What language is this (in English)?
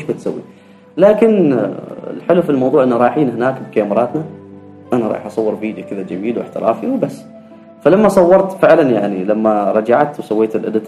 Gulf Arabic